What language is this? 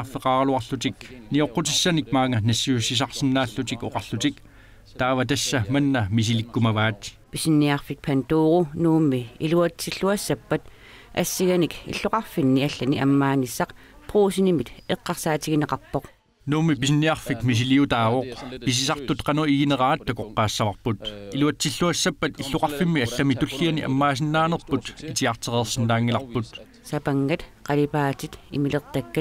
Kalaallisut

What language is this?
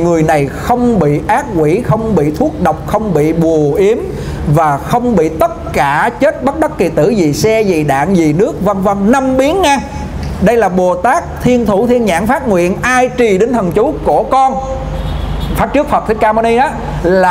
Vietnamese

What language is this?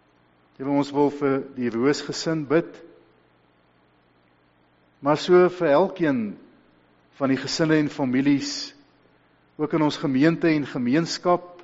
Afrikaans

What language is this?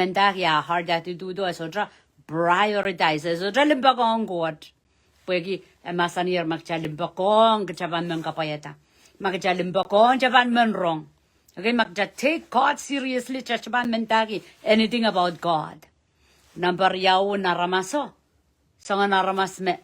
Pohnpeian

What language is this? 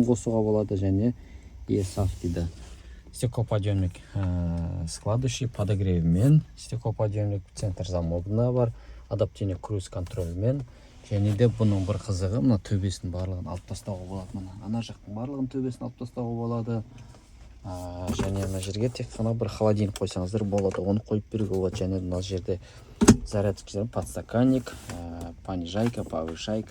Kazakh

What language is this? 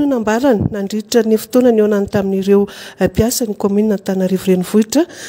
Malagasy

